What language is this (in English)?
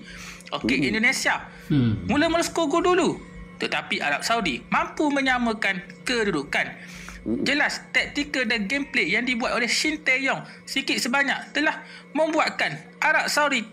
Malay